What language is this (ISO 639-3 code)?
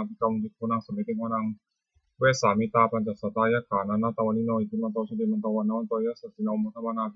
pli